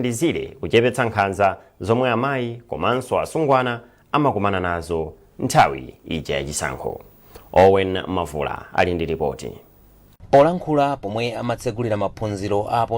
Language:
Nyanja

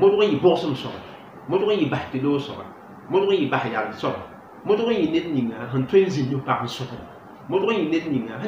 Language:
Mossi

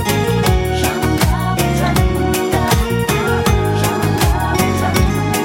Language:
Kazakh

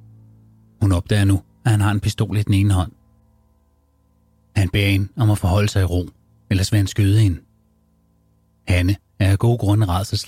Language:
Danish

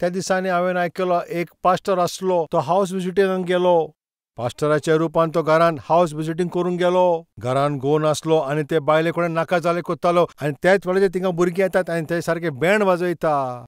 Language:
Konkani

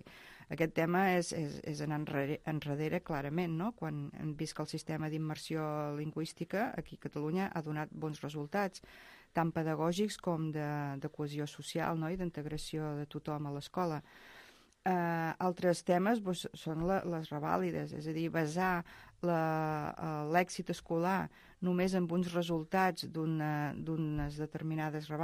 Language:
Catalan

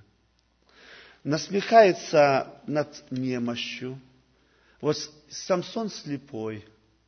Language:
Russian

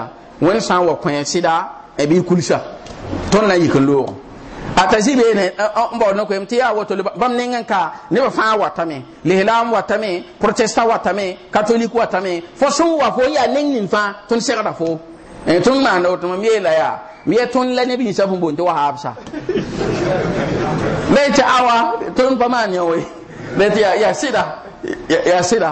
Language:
Mossi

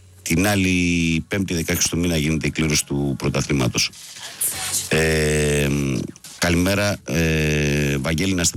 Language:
Greek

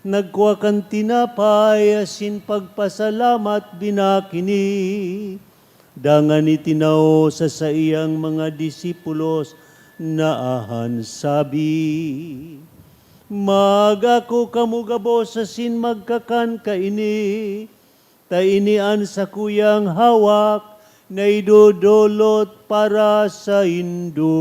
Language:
Bikol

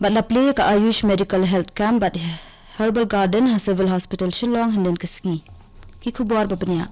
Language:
Khasi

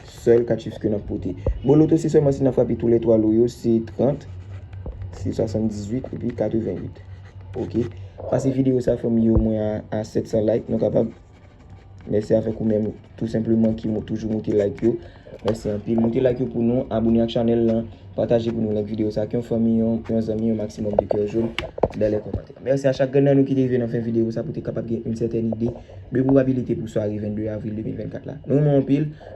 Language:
Haitian Creole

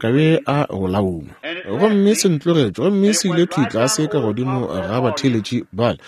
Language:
Northern Sotho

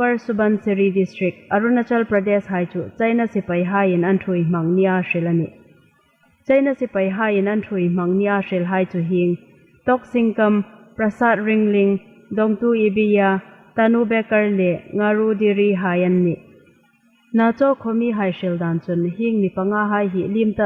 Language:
Hmar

